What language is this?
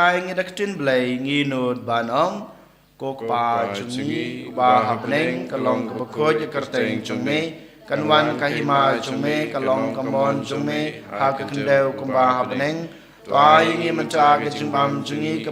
Khasi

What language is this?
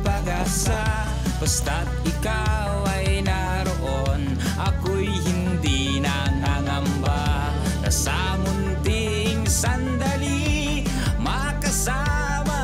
Filipino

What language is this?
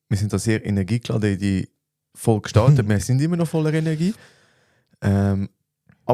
Swiss German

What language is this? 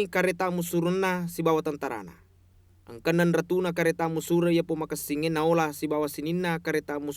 Buginese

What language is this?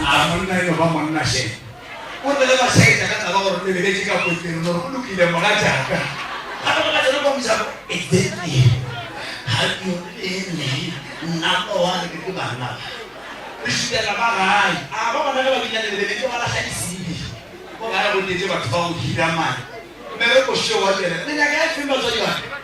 Northern Sotho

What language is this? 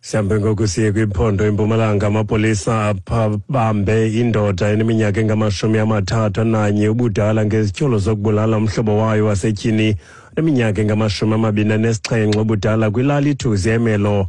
Xhosa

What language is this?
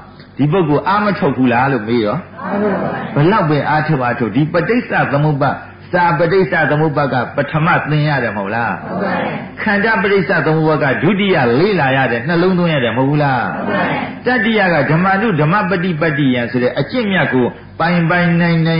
Burmese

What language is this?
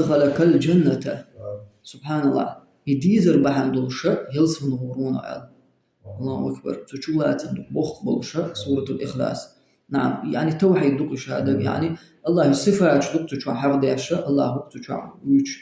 Chechen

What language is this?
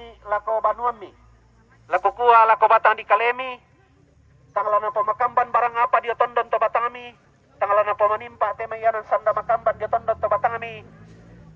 Toraja-Sa'dan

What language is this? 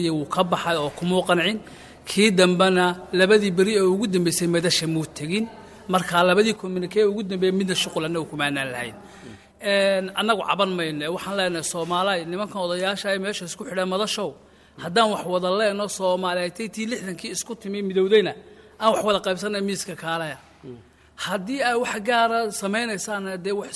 Somali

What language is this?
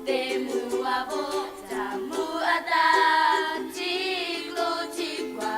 S'gaw Karen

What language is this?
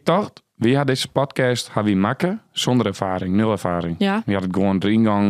Western Frisian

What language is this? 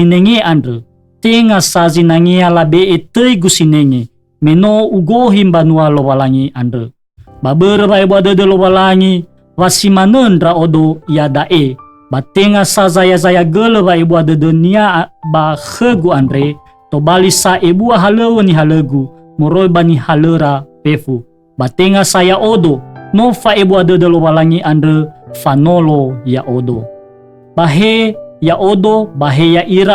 Nias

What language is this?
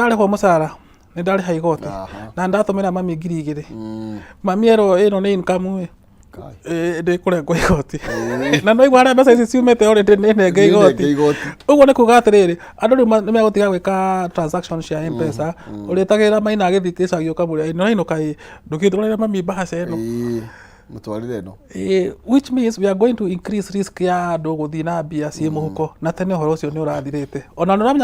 Kikuyu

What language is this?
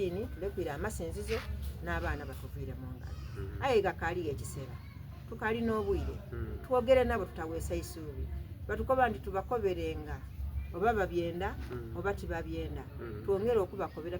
Soga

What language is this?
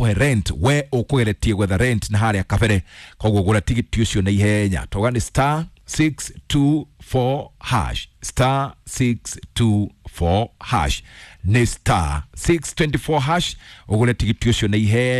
Kikuyu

